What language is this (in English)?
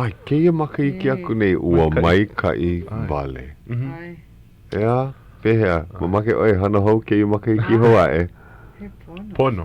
Hawaiian